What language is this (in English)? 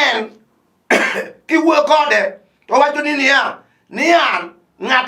Luo (Kenya and Tanzania)